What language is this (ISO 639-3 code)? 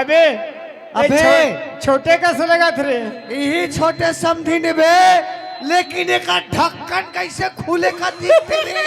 hne